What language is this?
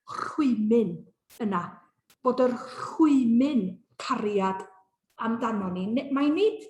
Welsh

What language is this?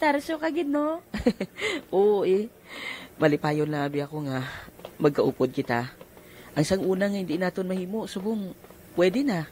Hiligaynon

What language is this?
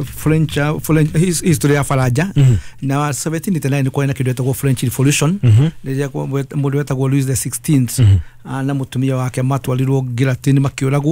Kikuyu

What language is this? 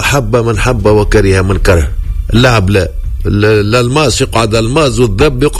Tunisian Arabic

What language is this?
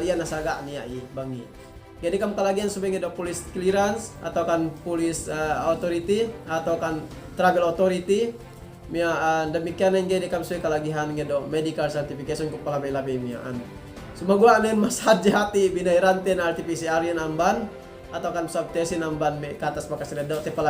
Yakan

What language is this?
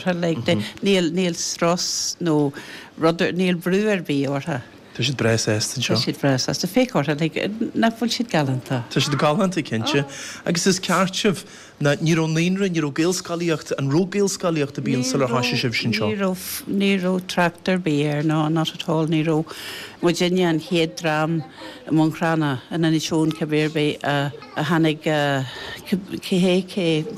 Irish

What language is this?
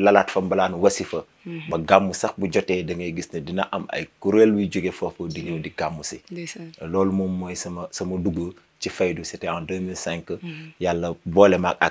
Wolof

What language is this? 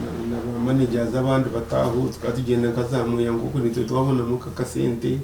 Nyankole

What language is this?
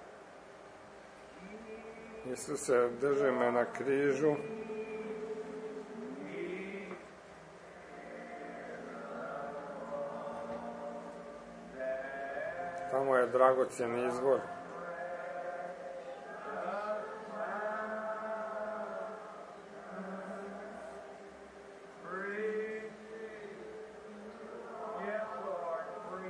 Croatian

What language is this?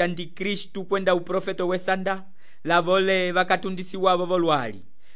Umbundu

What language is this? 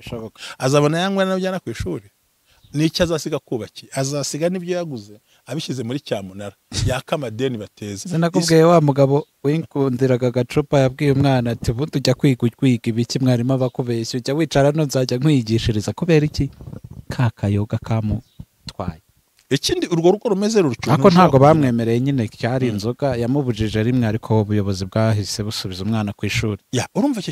Kinyarwanda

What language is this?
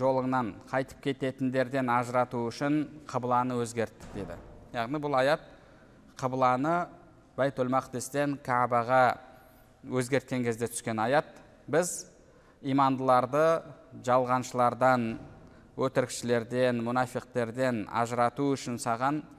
Kazakh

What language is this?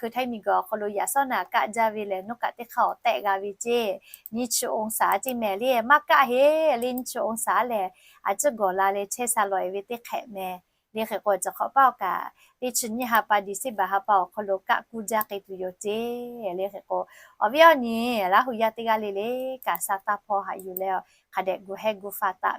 Lahu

